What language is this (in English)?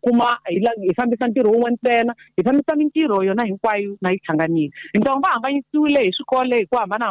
Tsonga